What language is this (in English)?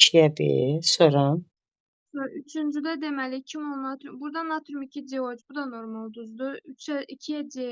Azerbaijani